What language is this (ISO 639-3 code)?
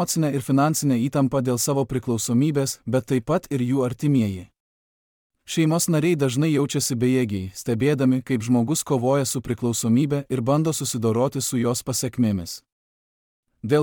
lit